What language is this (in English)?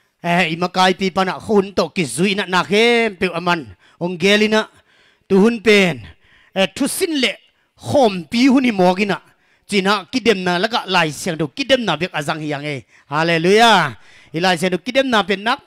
Tedim Chin